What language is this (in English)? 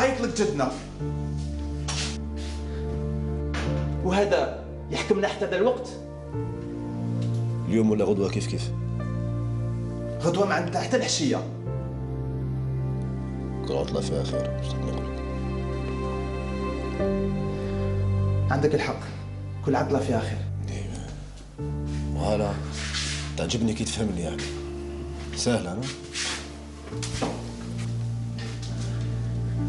Algerian Arabic